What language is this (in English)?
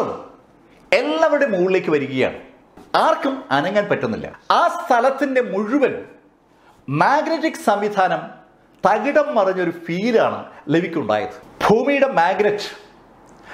Malayalam